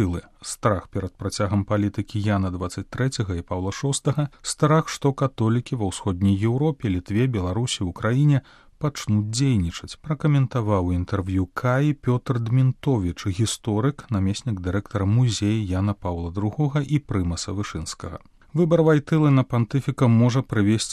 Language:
Belarusian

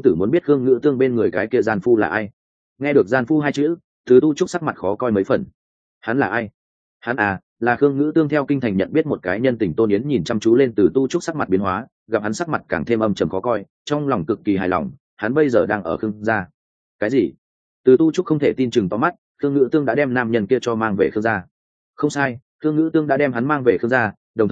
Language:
Vietnamese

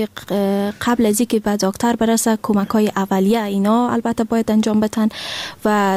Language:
Persian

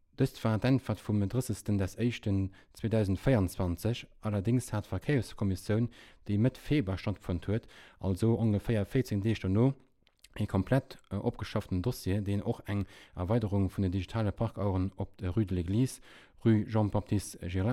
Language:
Luxembourgish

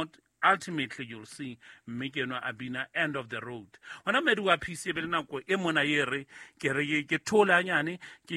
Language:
Southern Sotho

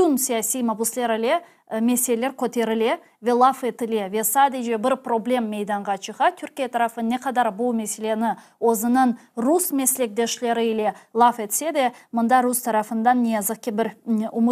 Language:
Crimean Tatar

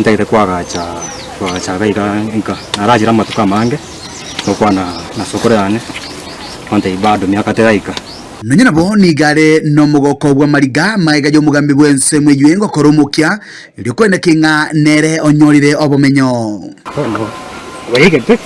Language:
Gusii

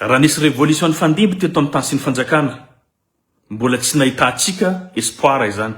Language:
Malagasy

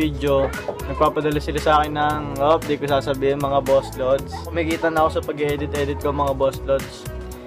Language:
Filipino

